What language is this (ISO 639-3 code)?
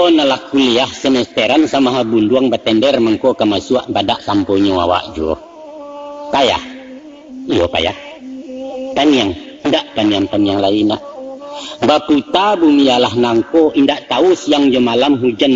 min